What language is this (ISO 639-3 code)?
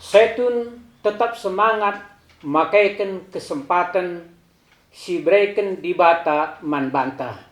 btx